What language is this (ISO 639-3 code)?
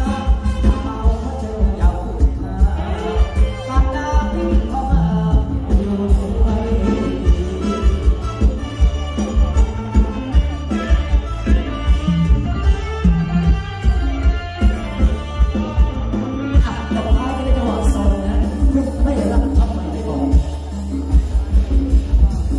tha